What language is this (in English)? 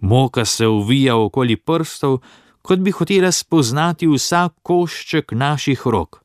Slovenian